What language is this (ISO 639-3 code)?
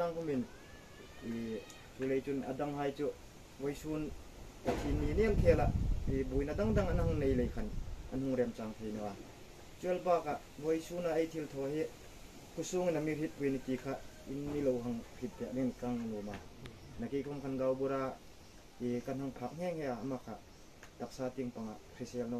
hmr